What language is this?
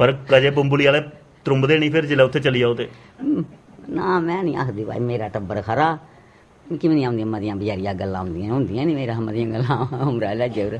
Dogri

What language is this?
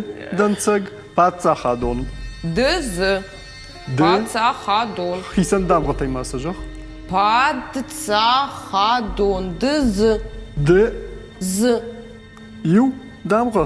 Ossetic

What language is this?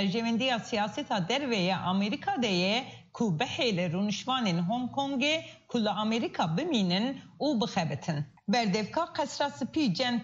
Kurdish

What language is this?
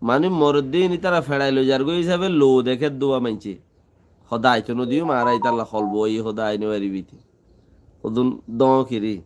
Rohingya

